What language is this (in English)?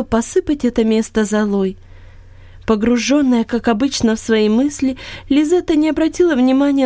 Russian